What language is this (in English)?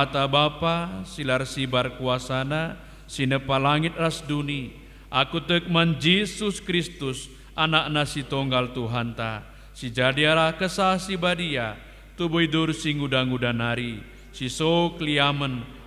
Batak Karo